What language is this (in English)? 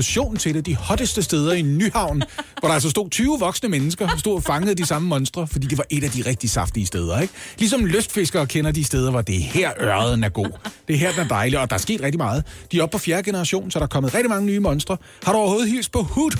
Danish